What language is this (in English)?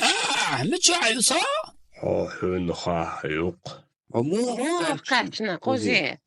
Chechen